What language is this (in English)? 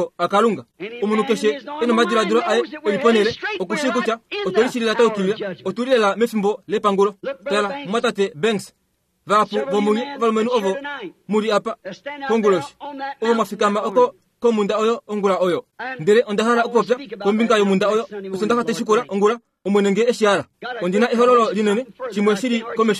Kuanyama